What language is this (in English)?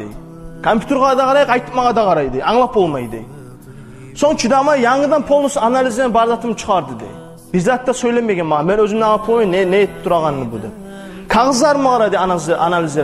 Kumyk